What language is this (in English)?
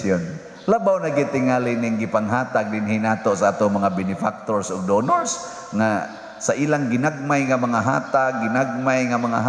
Cebuano